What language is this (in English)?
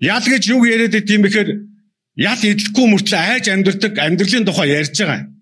Mongolian